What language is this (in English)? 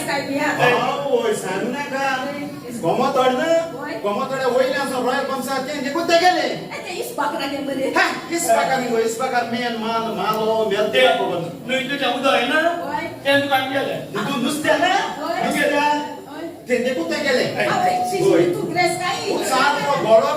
Konkani